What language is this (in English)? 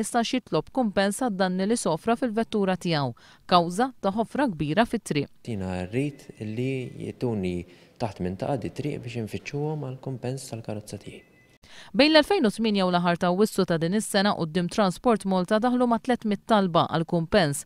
Maltese